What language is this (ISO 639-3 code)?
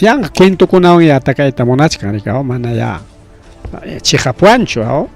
quy